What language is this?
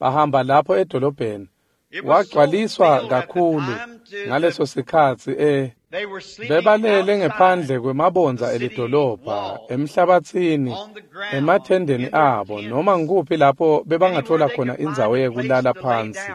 Swati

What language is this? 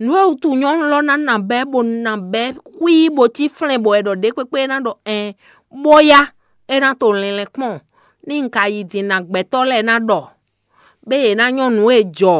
Fon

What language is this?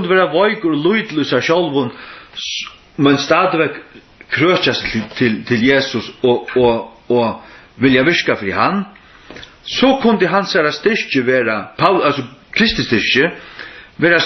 Faroese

